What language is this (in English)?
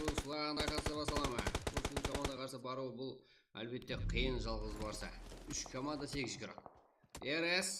Kara-Kalpak